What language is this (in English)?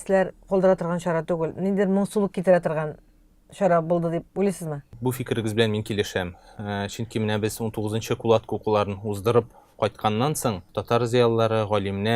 Tatar